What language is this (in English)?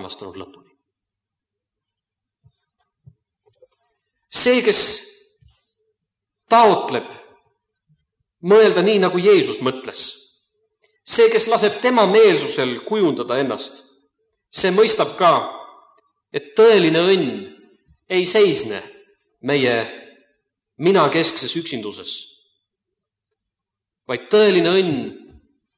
Estonian